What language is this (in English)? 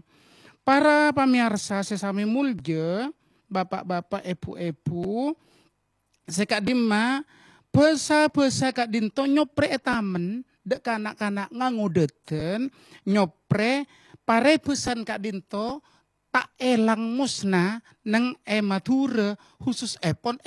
Madurese